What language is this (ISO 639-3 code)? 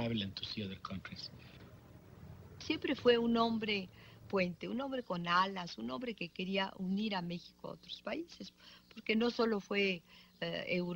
spa